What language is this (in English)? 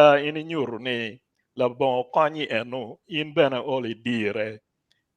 Acoli